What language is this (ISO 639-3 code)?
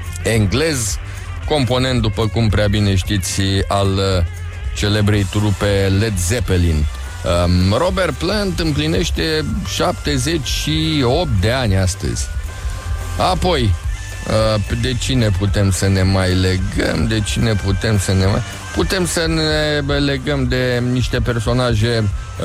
ron